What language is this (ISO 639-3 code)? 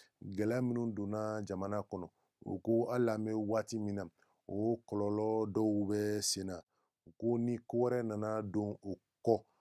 bam